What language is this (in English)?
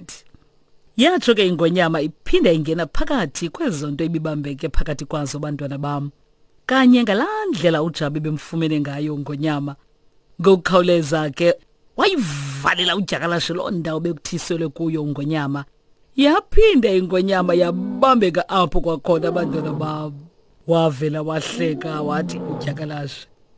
Xhosa